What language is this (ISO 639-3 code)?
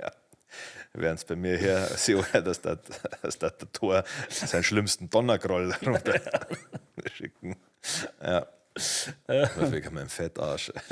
bar